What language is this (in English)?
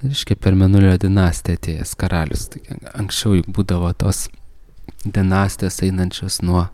Lithuanian